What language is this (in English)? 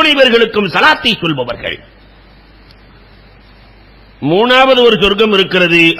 Tamil